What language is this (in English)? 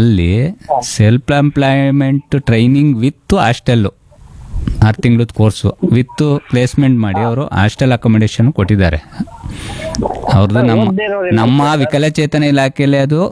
Kannada